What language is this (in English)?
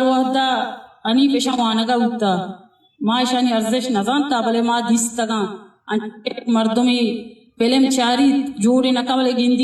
Eastern Balochi